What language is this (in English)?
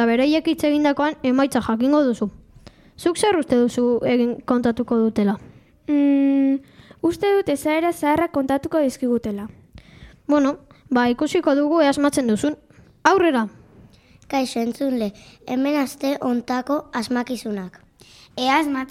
Basque